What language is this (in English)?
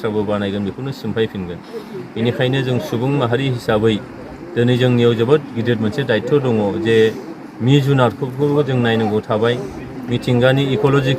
Bodo